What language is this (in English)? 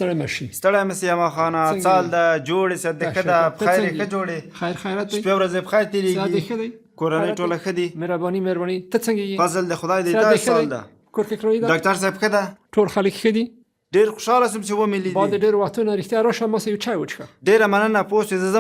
Pashto